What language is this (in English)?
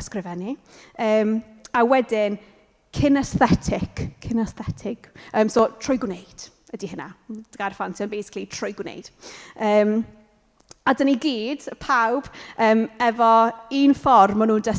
Welsh